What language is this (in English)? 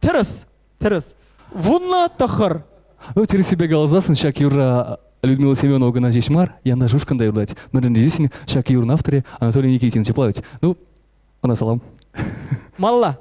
Chuvash